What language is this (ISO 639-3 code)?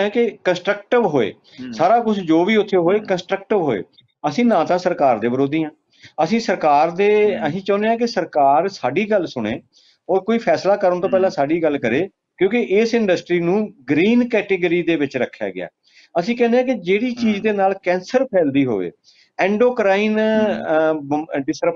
pan